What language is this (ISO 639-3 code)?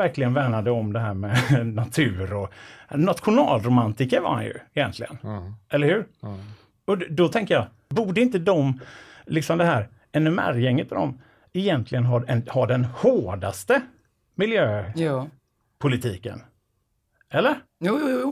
swe